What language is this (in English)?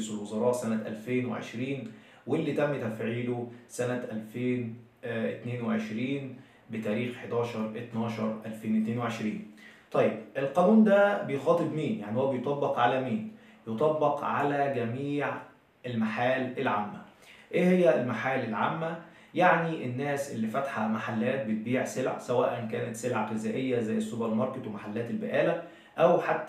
Egyptian Arabic